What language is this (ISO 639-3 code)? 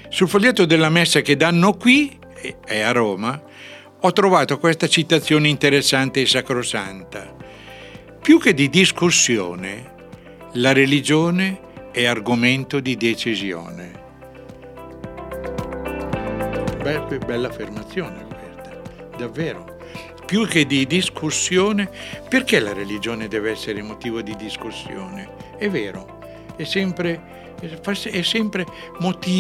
ita